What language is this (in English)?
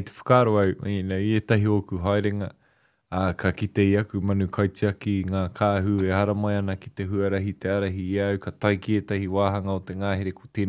Māori